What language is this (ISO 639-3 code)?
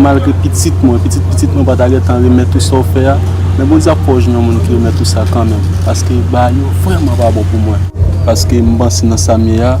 hat